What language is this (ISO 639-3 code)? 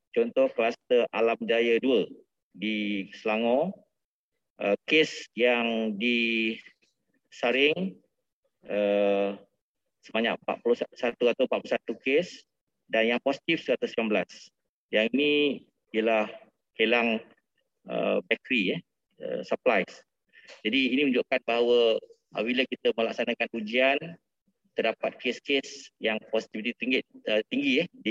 msa